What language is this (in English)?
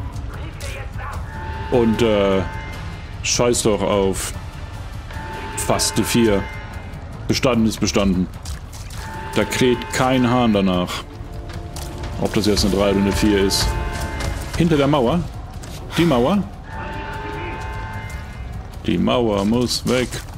German